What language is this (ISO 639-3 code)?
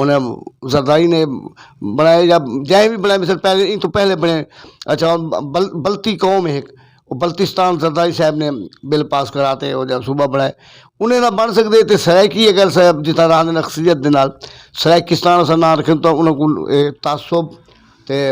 skr